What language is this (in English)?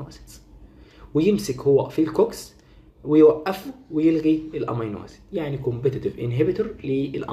Egyptian Arabic